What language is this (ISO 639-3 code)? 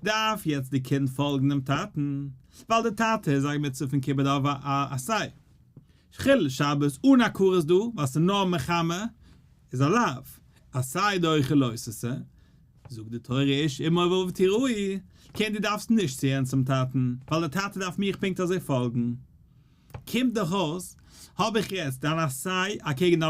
yid